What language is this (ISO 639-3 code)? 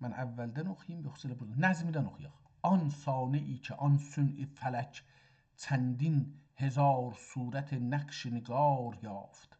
azb